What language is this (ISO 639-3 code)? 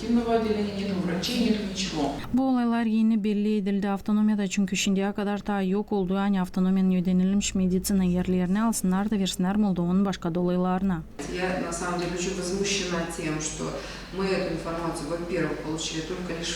gag